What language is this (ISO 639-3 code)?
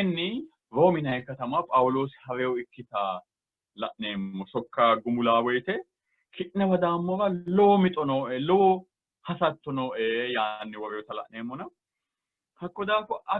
sid